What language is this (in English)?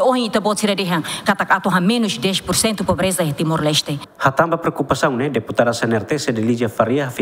Tetum